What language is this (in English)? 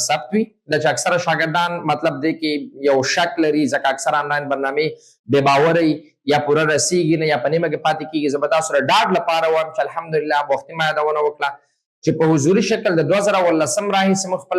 Pashto